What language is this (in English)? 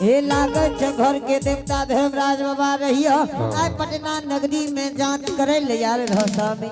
Angika